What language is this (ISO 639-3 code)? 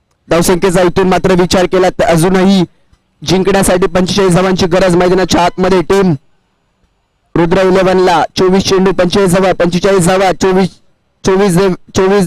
mar